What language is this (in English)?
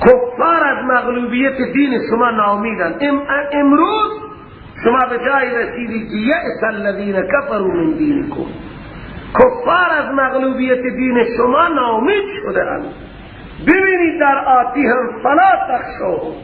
Persian